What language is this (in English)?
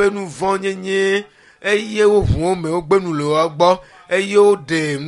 Ewe